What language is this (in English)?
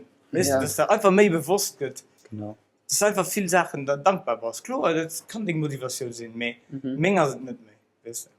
Luxembourgish